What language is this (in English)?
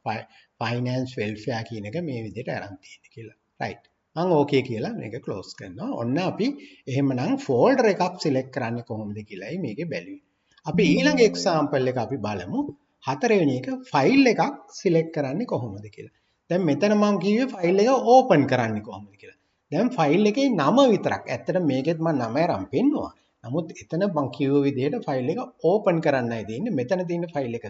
Sinhala